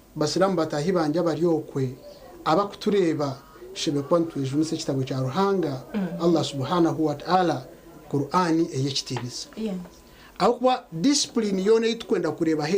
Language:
Nyankole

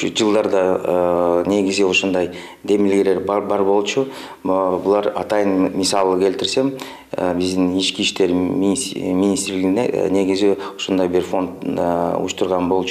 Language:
Kyrgyz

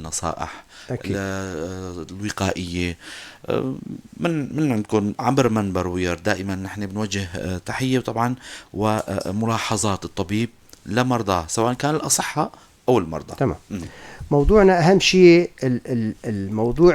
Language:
North Levantine Arabic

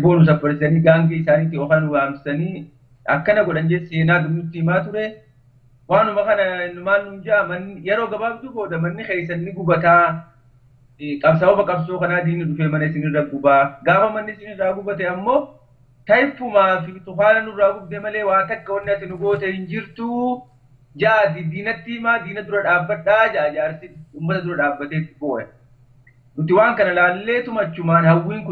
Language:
Oromo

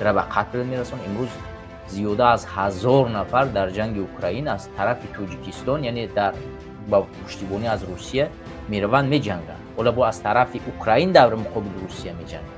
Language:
Tajik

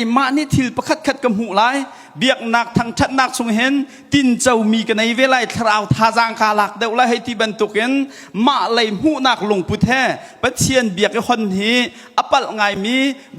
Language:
Hakha Chin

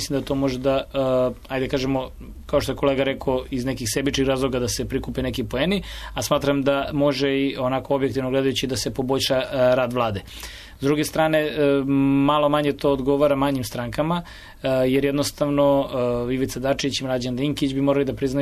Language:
Serbian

